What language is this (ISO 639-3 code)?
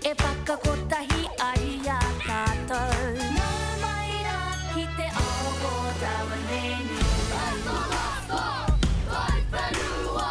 mri